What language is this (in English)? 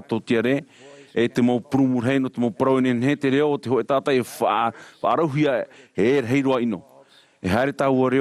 Tahitian